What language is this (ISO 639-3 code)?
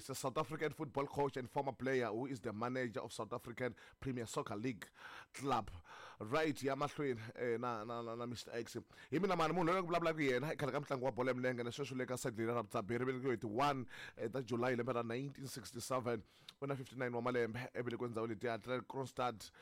tso